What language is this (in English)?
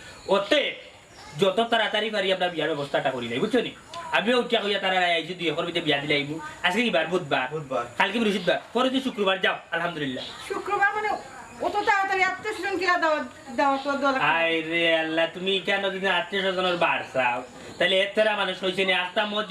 Sylheti